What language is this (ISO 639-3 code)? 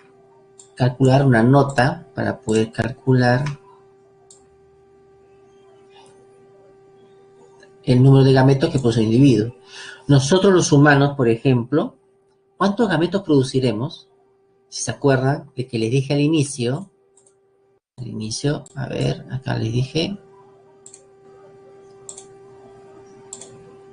spa